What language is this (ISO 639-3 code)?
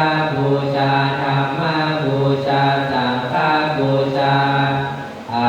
pli